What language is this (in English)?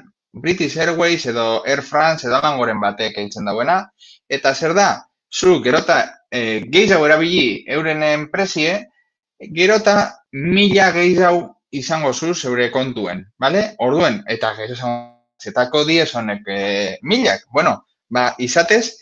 Basque